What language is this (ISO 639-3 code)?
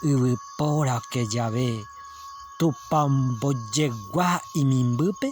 grn